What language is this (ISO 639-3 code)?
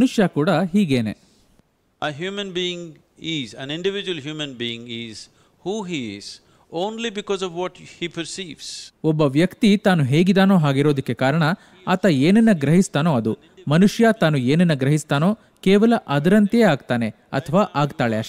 kan